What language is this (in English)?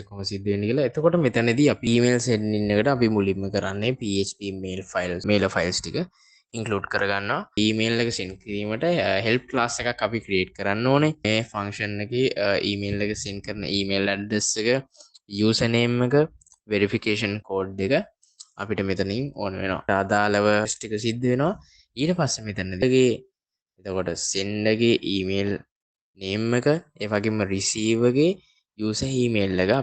Sinhala